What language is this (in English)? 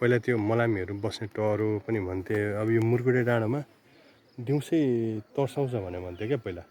Nepali